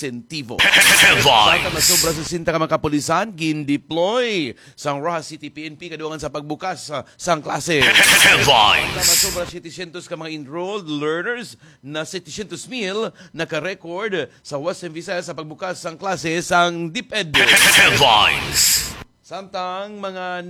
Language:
Hiligaynon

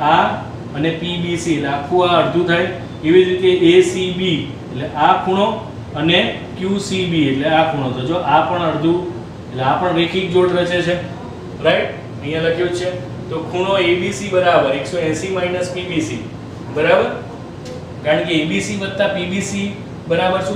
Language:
Gujarati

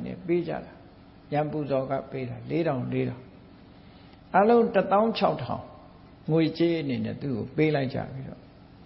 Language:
Burmese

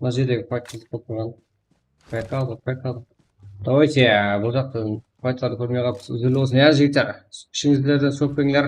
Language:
Kara-Kalpak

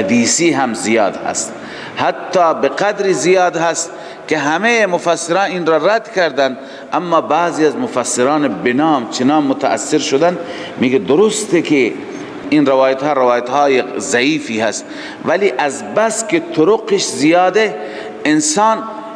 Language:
Persian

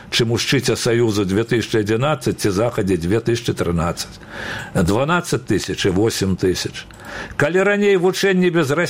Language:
Belarusian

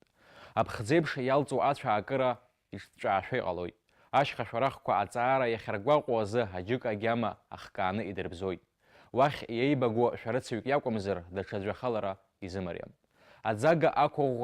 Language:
Abkhazian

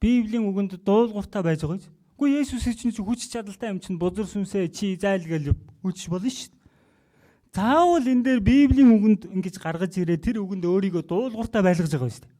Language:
Mongolian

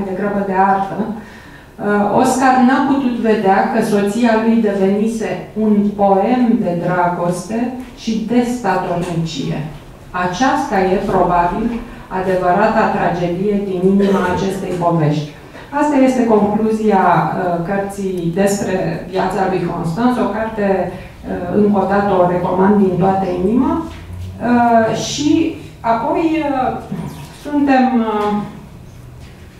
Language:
Romanian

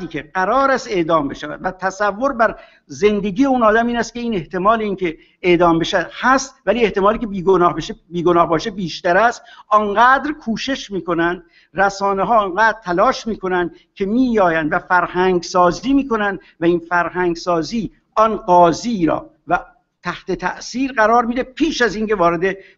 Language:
Persian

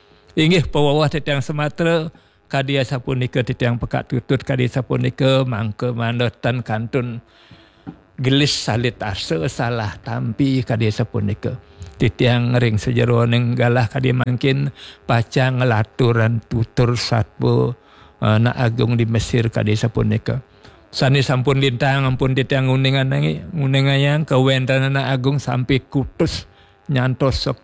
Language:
Balinese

